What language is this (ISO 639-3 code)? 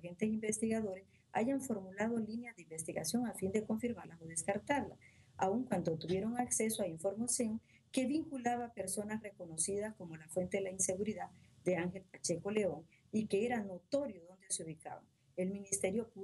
spa